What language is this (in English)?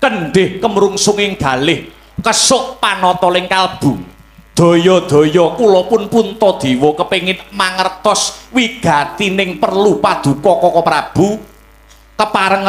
Javanese